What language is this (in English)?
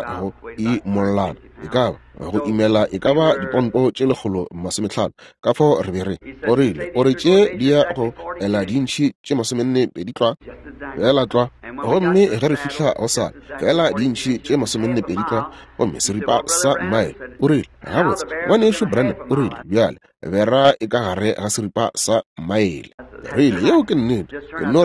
Northern Sotho